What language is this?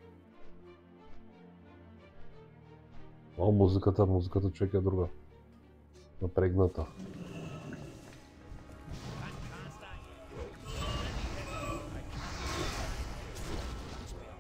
Bulgarian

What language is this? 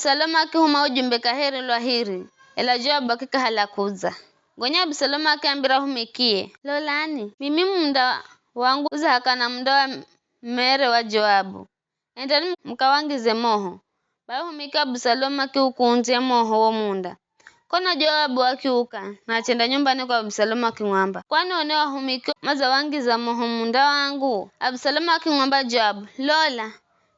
Giryama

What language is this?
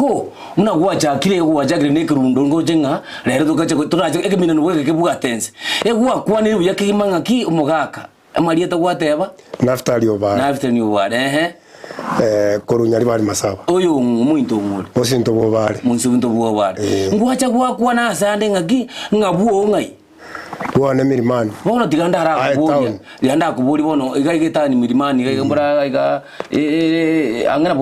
Gusii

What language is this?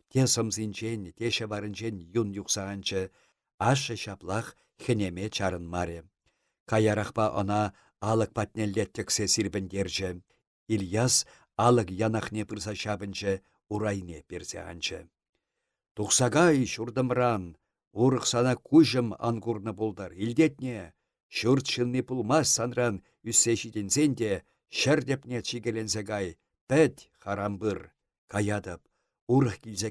Chuvash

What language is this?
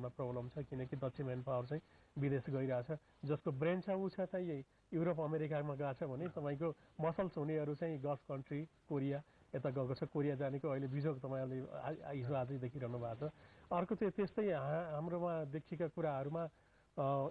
Nepali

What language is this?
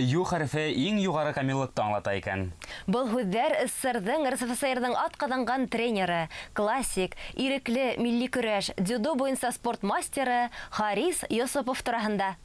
Bashkir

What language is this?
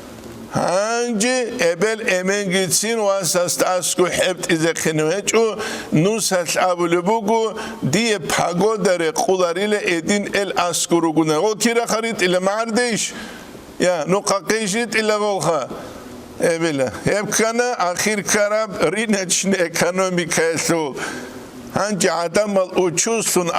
Avaric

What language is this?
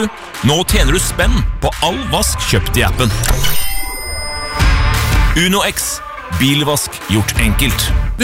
Norwegian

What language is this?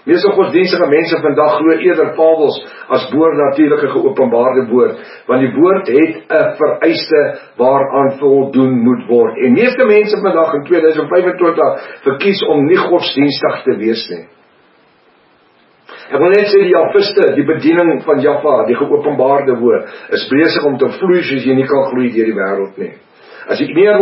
Afrikaans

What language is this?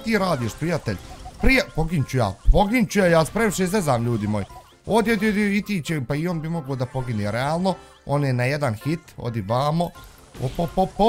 Bosnian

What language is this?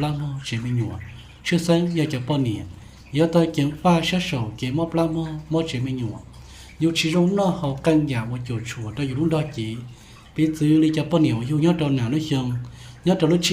Hmong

